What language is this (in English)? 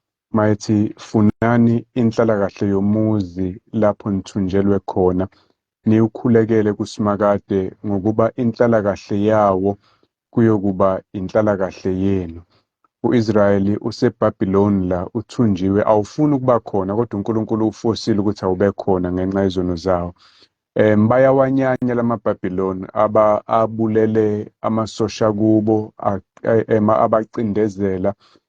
Zulu